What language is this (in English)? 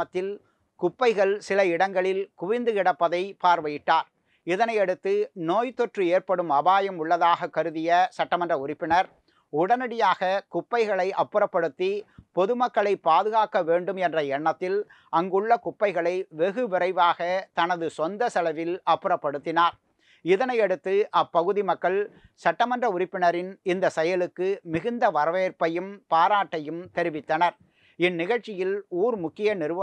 Tamil